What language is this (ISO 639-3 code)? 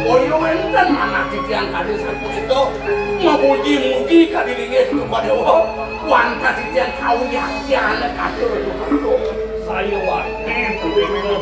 ban